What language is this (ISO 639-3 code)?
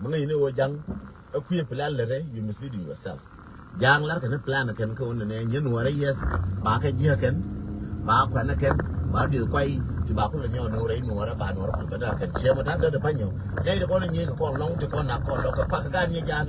nus